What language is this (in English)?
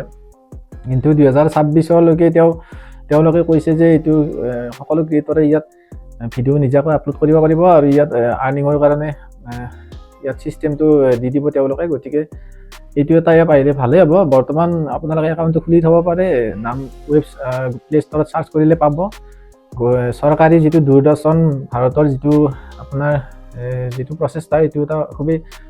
Assamese